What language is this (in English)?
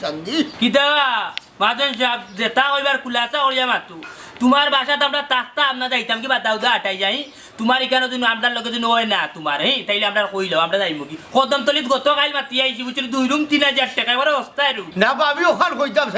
Sylheti